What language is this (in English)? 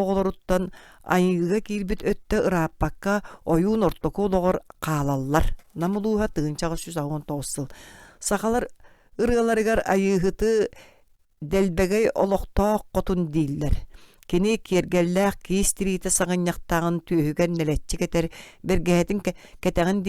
Yakut